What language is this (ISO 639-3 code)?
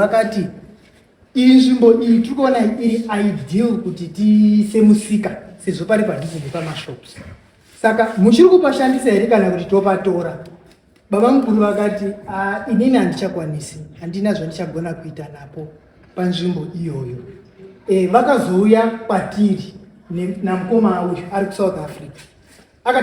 sna